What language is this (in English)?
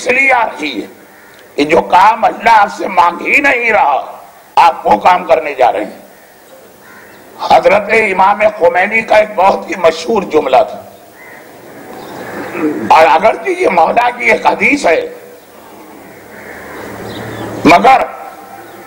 Urdu